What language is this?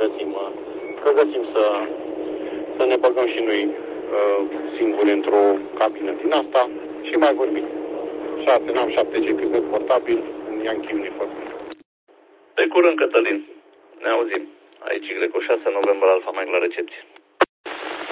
Romanian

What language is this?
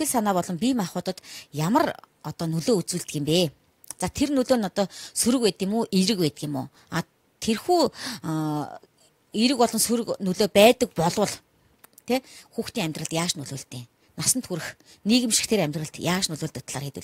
Mongolian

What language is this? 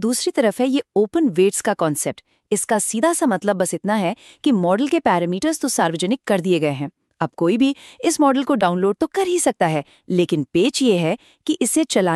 Hindi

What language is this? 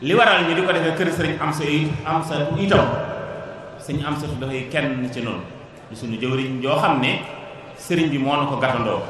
Wolof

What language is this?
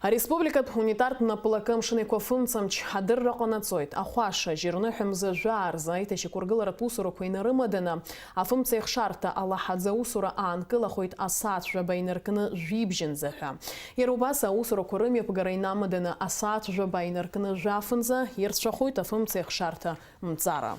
Abkhazian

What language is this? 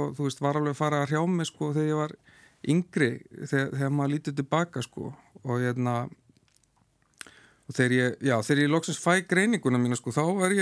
Icelandic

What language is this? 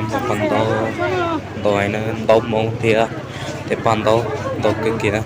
Hmong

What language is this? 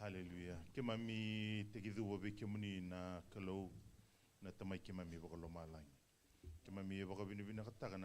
Fijian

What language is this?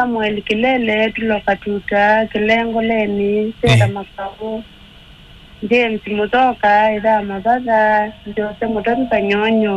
Kamba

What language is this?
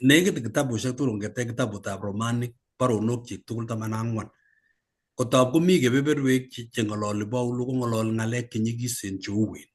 Kalenjin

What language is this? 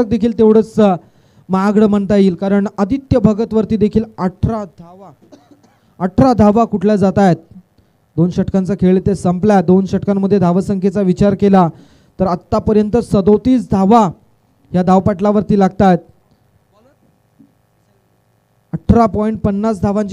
Marathi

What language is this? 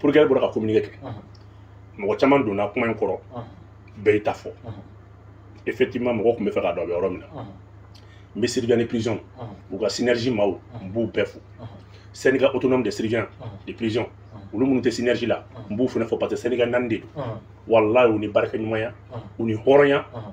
Bambara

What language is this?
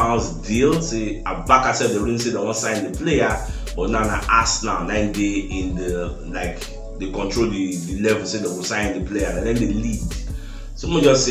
Nigerian Pidgin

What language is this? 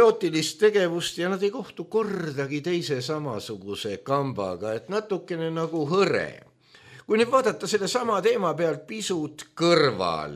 Estonian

